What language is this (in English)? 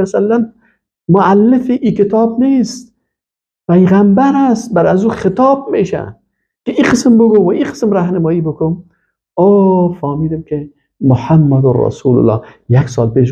Persian